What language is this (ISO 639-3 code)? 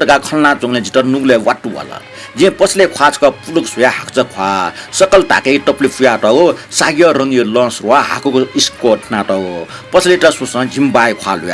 new